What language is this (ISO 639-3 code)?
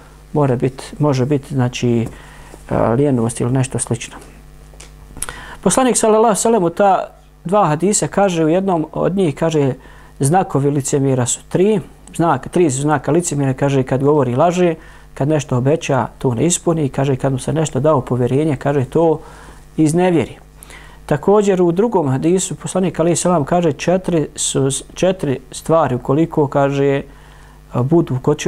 bos